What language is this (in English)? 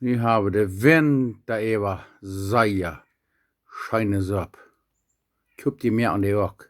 Plautdietsch